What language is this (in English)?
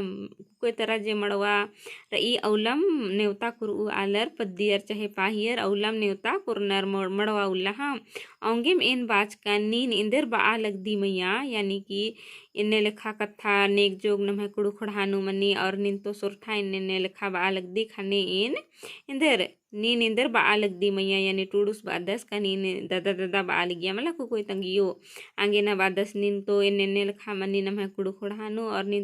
Kurukh